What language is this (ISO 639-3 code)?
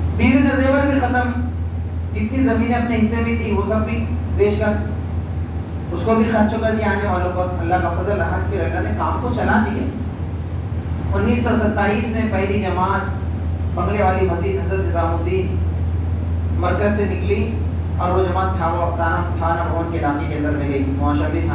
urd